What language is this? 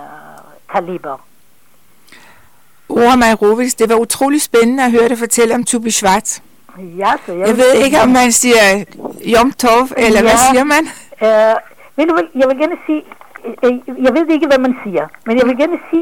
Danish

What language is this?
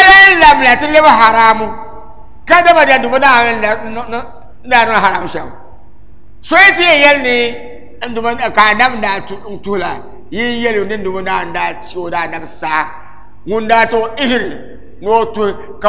Dagbani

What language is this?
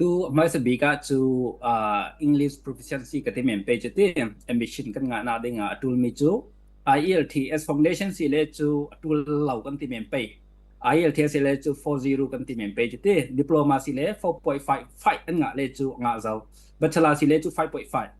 Falam Chin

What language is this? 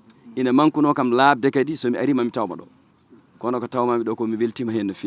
Fula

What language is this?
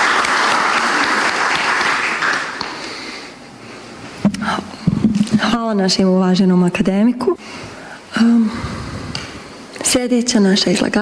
Croatian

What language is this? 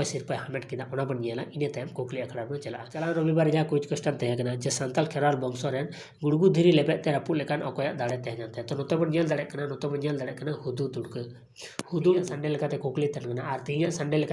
Santali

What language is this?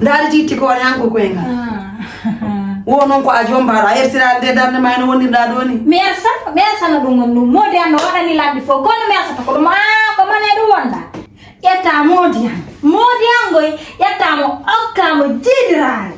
Fula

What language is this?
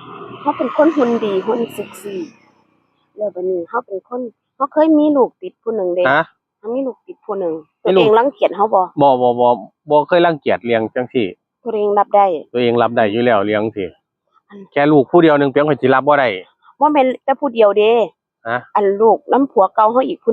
Northeastern Thai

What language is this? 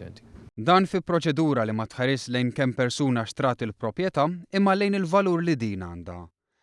Maltese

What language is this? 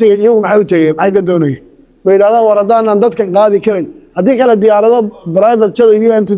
Somali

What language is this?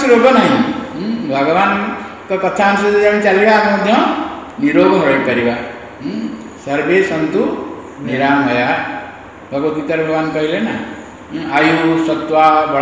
Odia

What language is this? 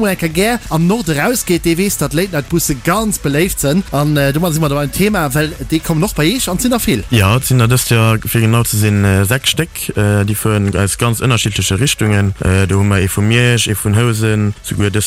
Luxembourgish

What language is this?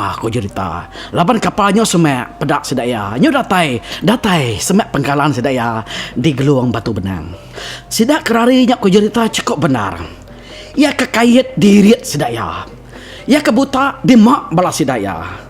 Iban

